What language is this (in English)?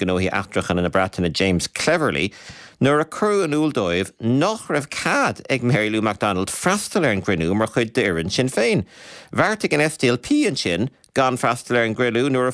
Irish